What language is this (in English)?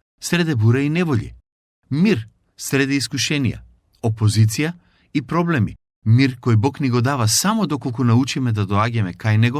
Macedonian